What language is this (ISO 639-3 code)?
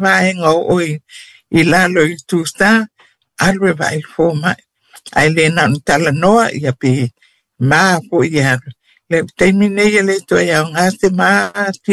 smo